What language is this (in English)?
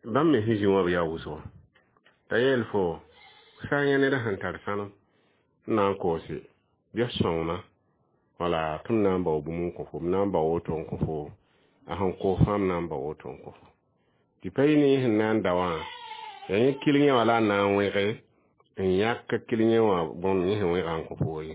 Mossi